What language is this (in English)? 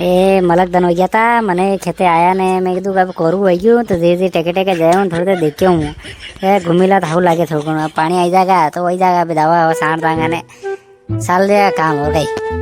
Rajasthani